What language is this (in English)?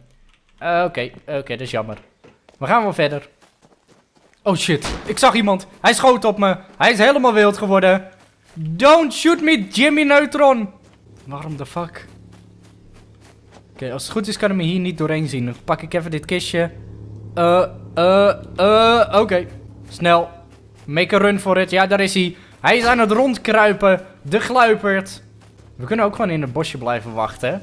Dutch